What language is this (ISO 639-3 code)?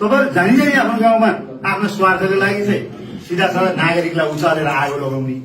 nep